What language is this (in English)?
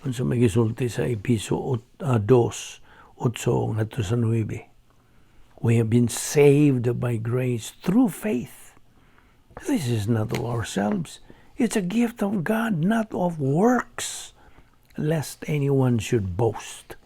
Cebuano